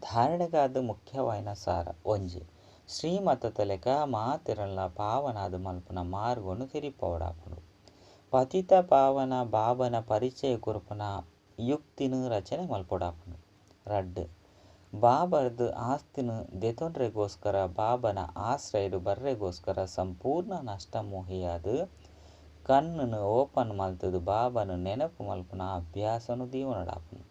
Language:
Tulu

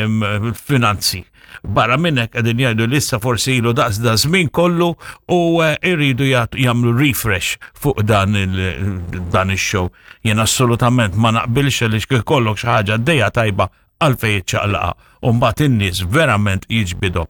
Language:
Maltese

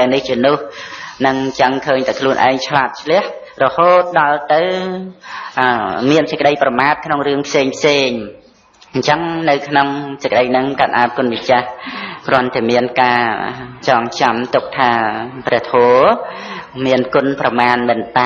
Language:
Khmer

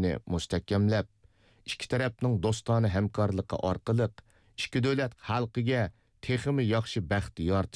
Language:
Uyghur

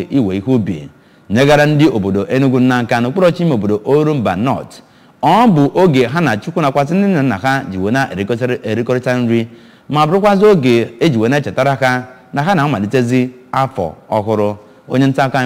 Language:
Igbo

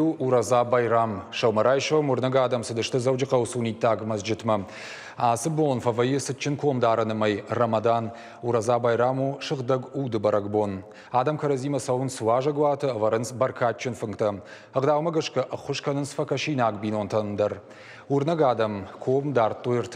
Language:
Ossetic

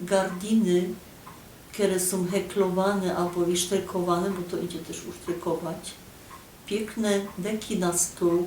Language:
Silesian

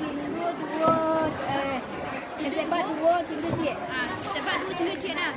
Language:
Minangkabau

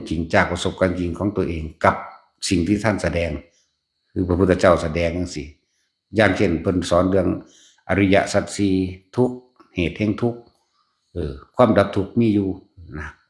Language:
Northeastern Thai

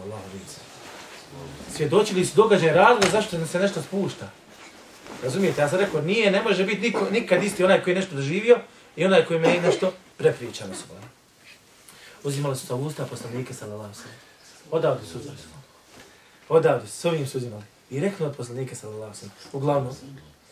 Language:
Bosnian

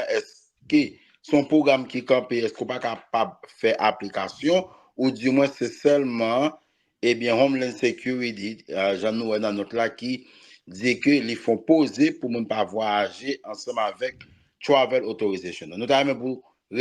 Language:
Haitian Creole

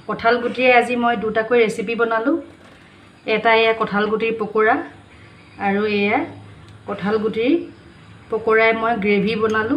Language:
Assamese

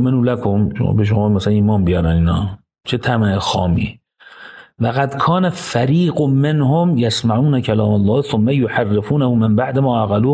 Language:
Persian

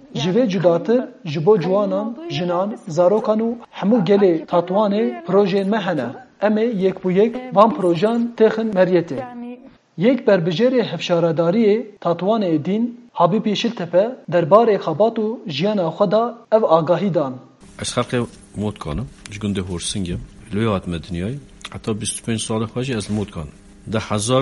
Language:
Kurdish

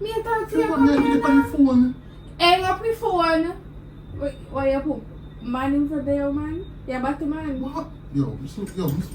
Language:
Jamaican Creole English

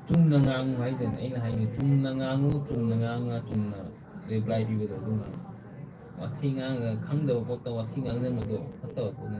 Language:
Manipuri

